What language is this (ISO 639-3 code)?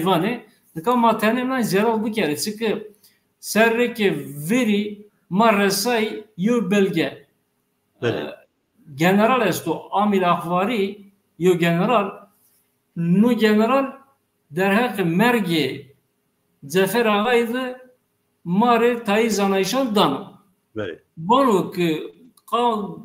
zza